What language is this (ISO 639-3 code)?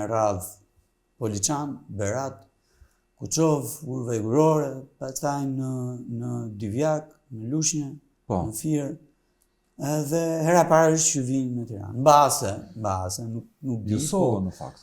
sqi